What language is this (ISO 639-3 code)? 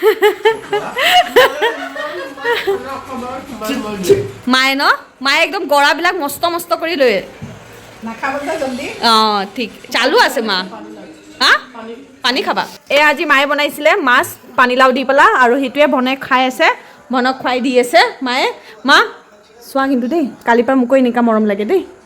asm